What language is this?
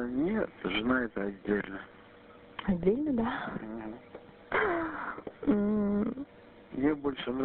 Russian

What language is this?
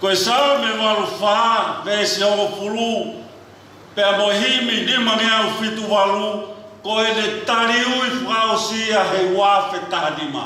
Tongan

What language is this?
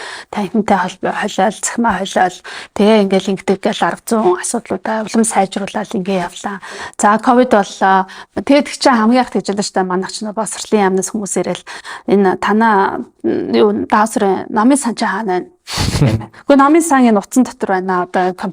Mongolian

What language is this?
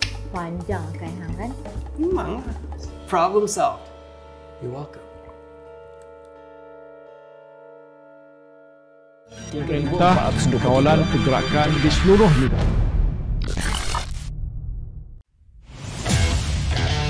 Malay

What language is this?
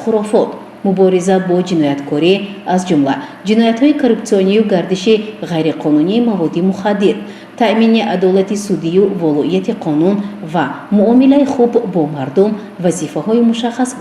Tajik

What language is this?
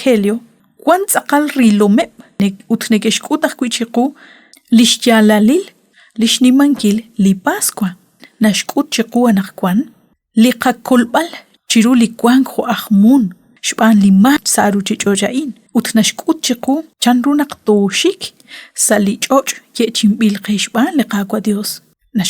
Kekchí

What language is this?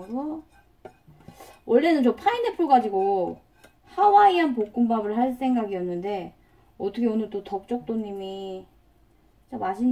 Korean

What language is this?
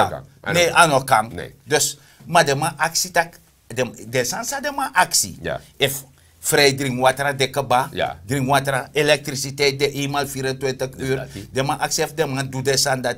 Sranan Tongo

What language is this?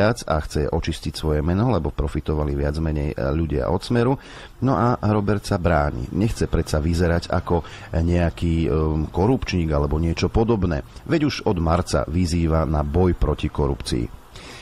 Slovak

